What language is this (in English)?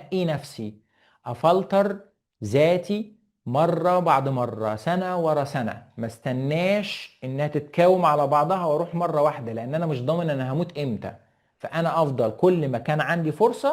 Egyptian Arabic